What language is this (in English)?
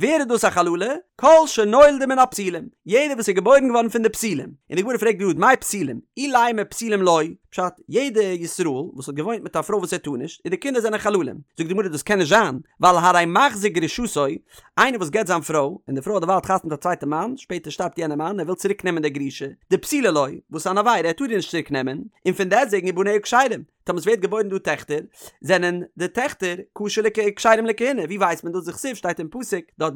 Yiddish